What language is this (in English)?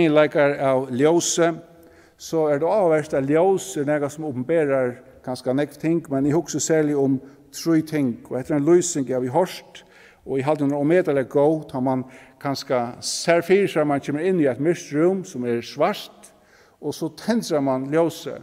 Faroese